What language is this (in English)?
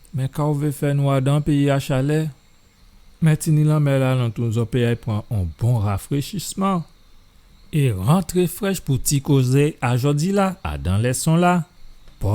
Guadeloupean Creole French